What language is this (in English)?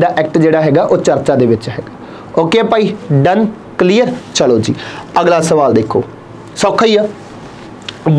Punjabi